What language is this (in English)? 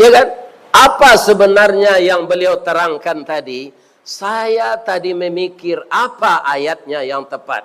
Minangkabau